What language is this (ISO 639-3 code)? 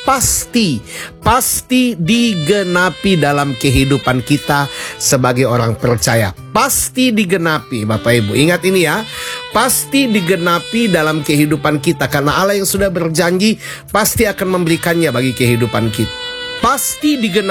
ind